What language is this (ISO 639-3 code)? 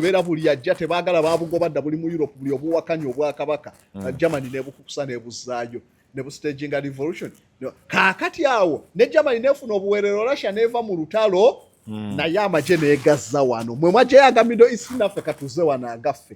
lug